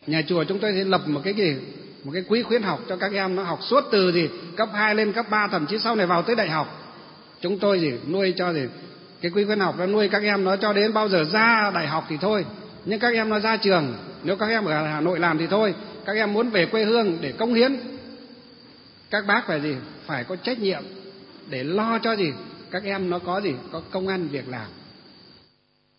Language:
Vietnamese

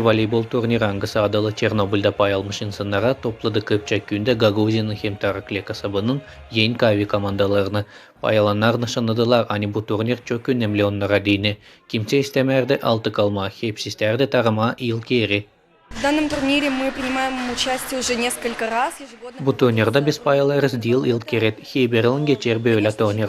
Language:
Gagauz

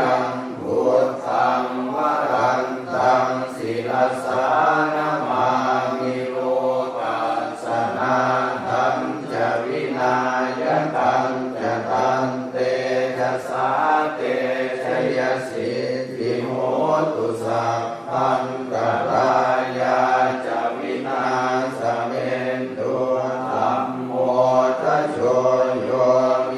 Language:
Pali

